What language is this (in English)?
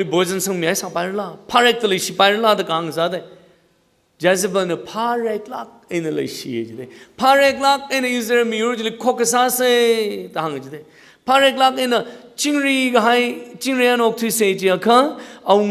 Tangkhul Naga (India)